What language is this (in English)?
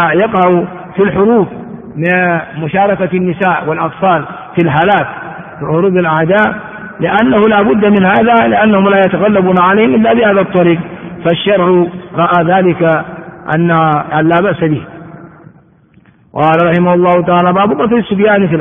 Arabic